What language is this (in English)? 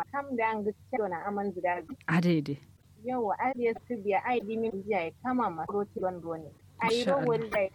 Kanuri